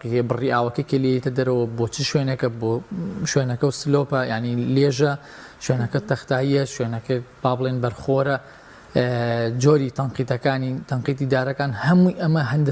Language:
Central Kurdish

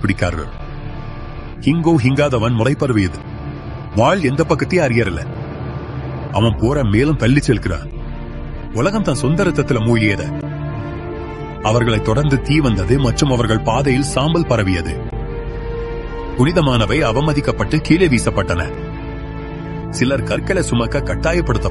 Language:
Tamil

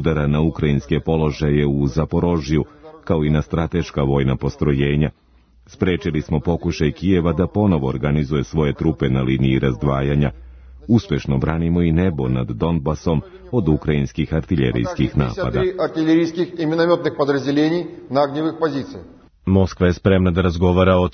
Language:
Serbian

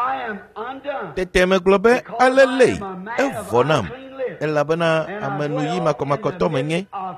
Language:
Ewe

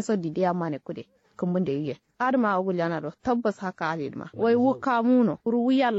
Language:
Kanuri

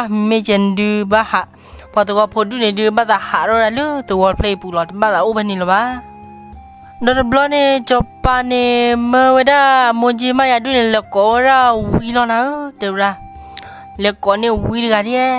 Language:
S'gaw Karen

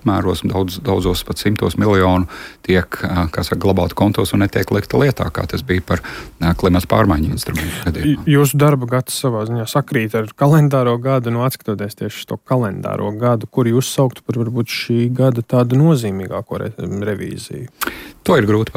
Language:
Latvian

